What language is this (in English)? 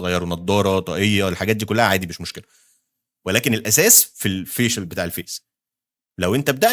Egyptian Arabic